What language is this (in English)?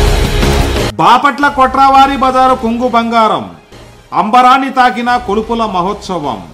Telugu